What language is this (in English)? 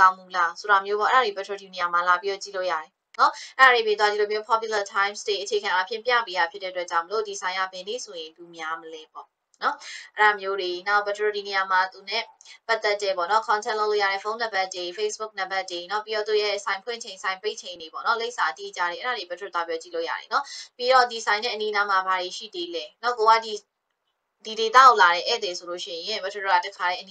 Burmese